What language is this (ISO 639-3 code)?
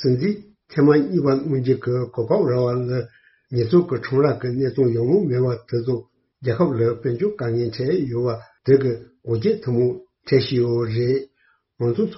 bod